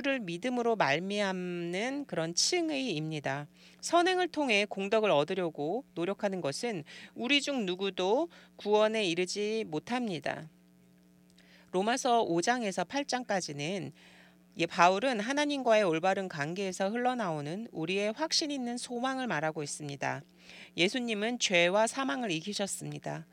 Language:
Korean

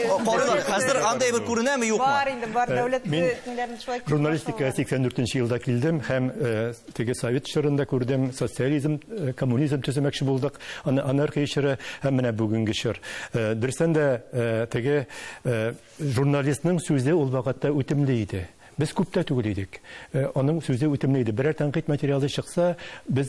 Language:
Tatar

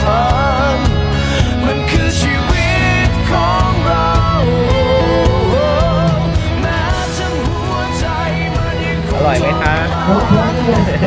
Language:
Thai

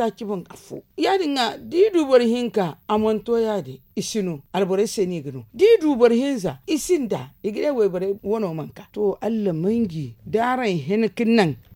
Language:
Zarma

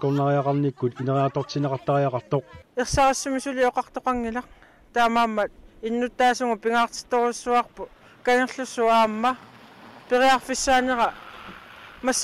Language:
Kalaallisut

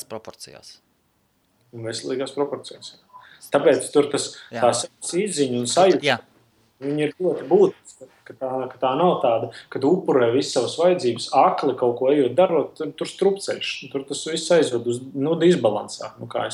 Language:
Latvian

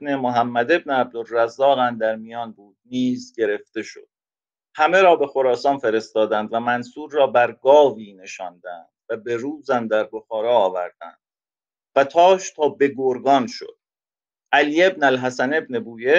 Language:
Persian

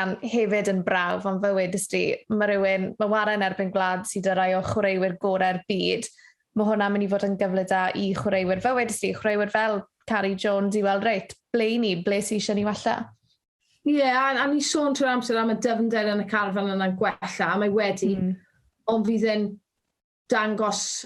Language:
Welsh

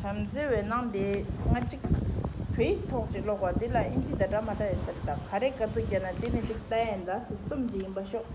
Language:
Tibetan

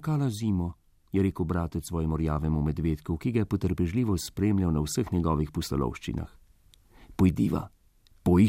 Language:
Slovenian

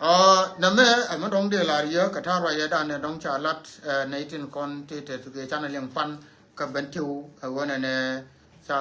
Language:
Nuer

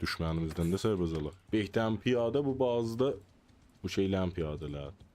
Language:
South Azerbaijani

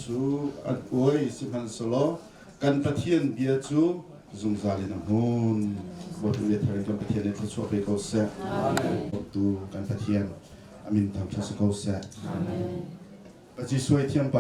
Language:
Hakha Chin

